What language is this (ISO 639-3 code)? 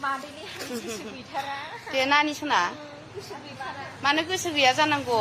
brx